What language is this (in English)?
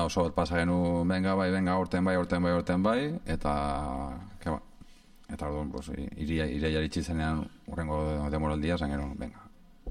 Basque